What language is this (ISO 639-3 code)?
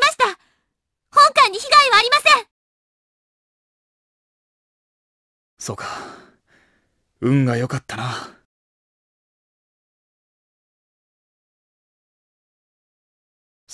jpn